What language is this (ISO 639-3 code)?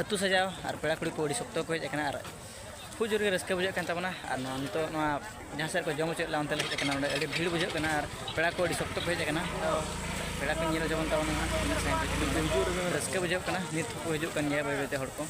sat